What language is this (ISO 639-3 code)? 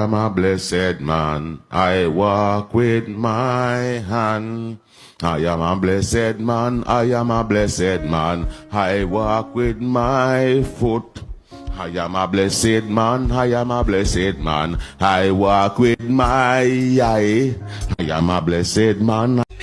jam